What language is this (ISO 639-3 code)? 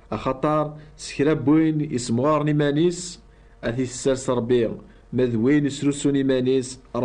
kab